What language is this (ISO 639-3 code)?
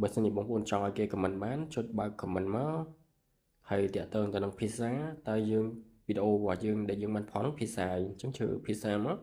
khm